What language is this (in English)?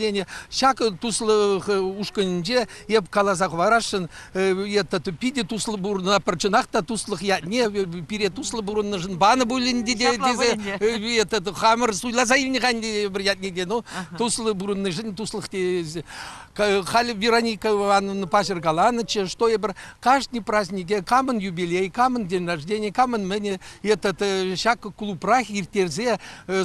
Chuvash